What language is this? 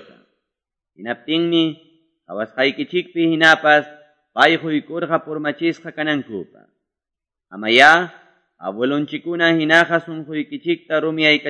Quechua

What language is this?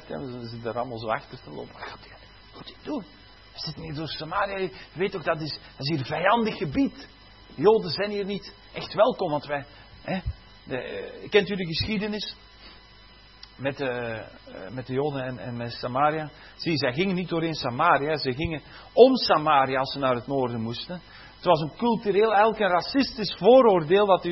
Dutch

